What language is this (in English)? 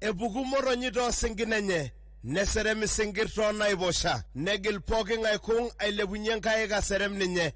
Masai